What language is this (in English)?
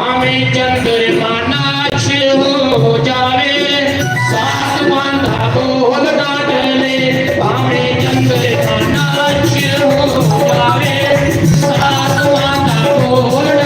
Dogri